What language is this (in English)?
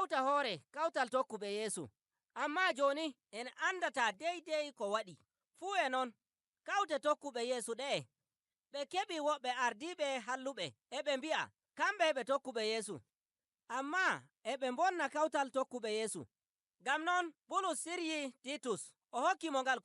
Nigerian Fulfulde